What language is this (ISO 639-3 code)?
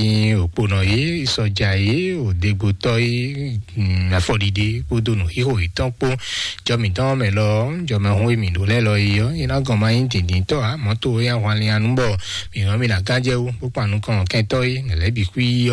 fon